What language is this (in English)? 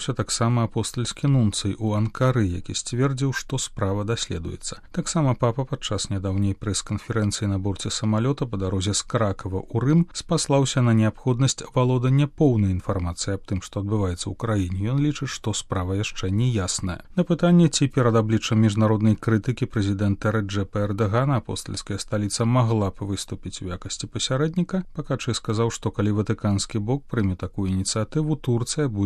Belarusian